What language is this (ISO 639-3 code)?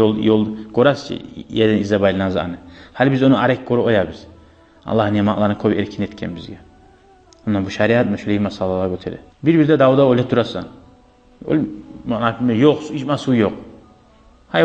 kum